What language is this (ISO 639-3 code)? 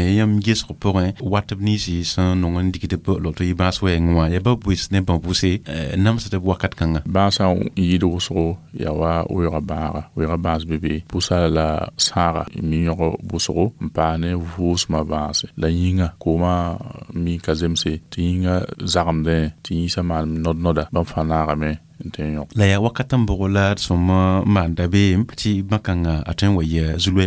mos